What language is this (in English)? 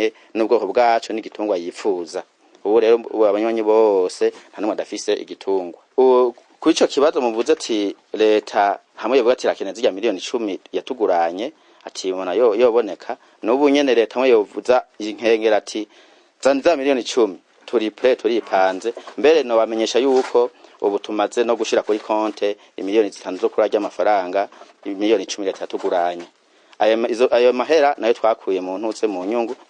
Rundi